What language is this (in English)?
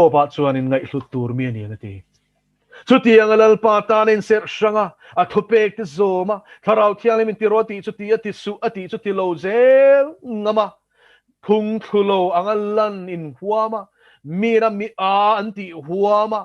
Mizo